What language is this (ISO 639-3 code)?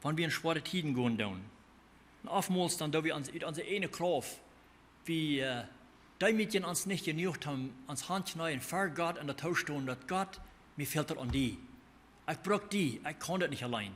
pdt